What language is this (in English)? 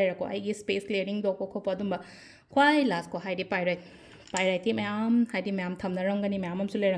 Manipuri